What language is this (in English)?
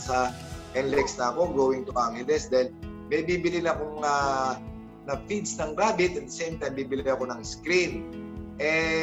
Filipino